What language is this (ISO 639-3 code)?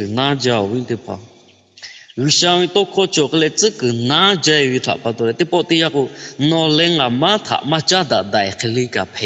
lhu